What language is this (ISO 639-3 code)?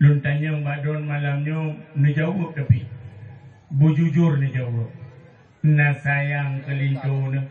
ace